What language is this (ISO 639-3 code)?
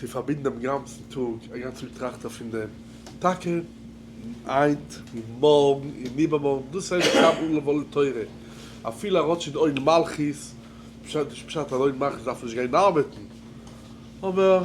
yid